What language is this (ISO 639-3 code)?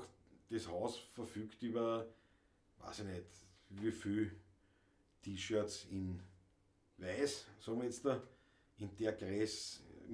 bar